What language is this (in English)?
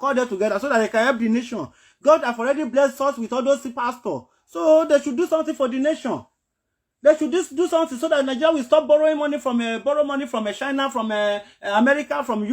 Nigerian Pidgin